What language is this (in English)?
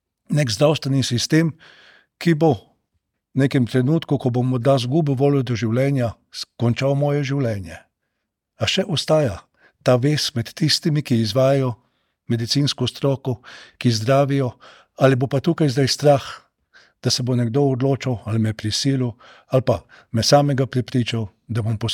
Slovenian